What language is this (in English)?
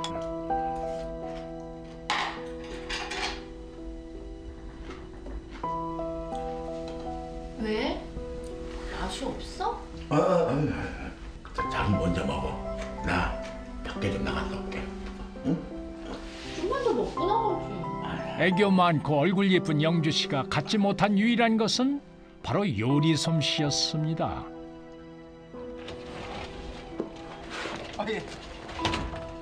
Korean